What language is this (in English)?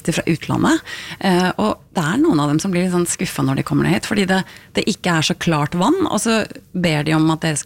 Norwegian